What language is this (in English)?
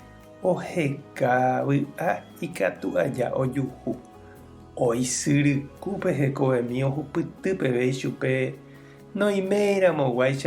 Guarani